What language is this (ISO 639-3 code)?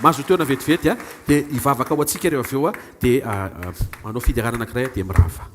mlg